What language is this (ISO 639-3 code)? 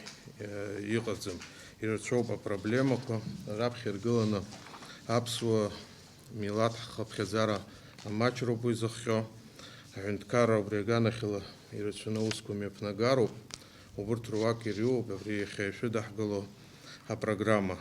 abk